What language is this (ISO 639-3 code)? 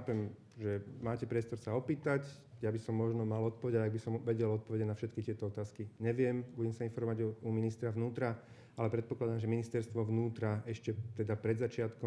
slk